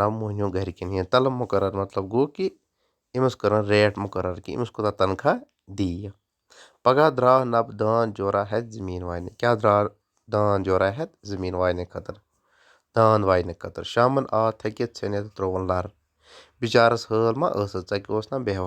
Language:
Kashmiri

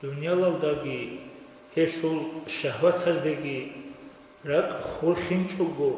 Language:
Avaric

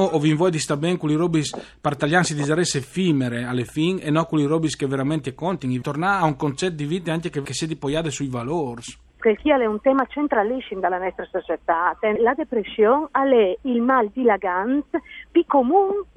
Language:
Friulian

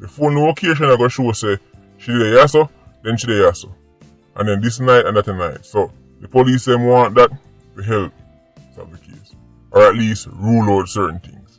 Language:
Jamaican Creole English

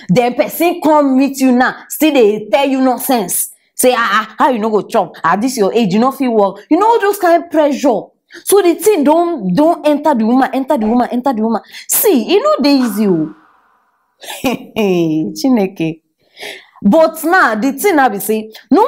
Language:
Nigerian Pidgin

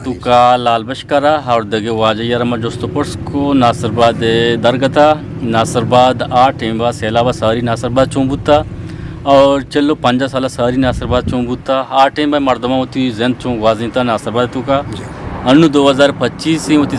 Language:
Eastern Balochi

